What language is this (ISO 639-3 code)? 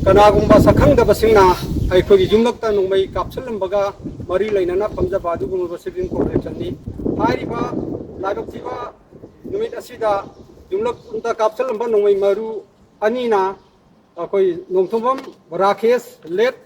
mni